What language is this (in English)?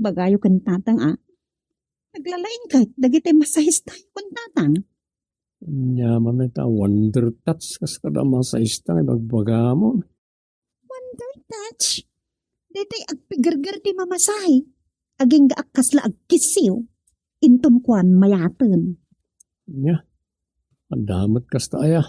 Iloko